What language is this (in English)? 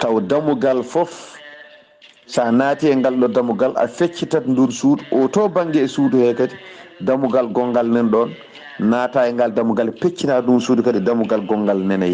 Fula